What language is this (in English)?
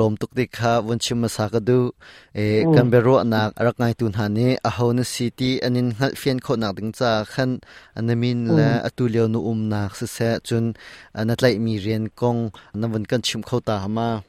Hakha Chin